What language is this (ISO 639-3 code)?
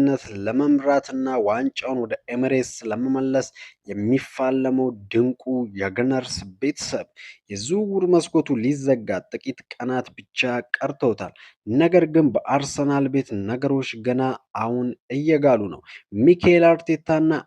amh